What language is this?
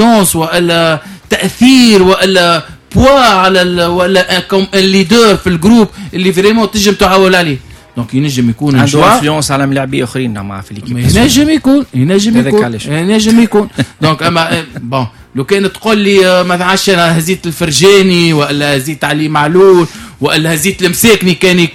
Tunisian Arabic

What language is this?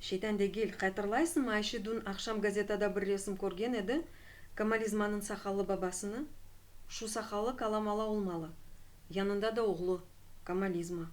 Crimean Tatar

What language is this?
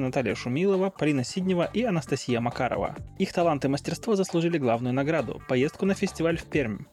Russian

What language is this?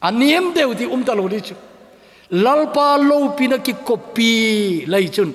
Thado Chin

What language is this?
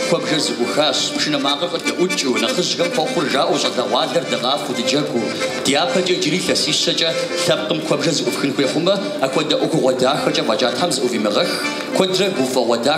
Kabardian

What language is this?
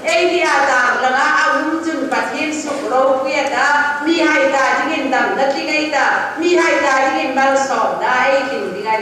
Hmar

